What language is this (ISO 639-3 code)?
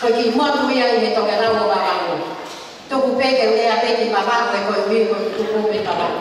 ton